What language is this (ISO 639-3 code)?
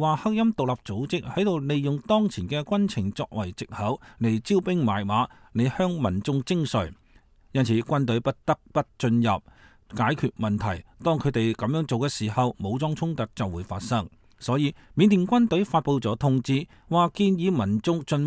yue